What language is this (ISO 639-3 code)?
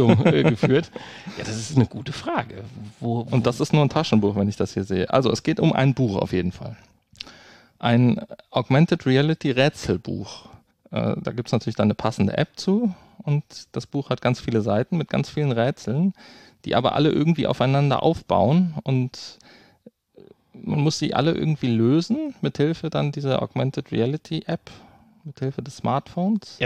deu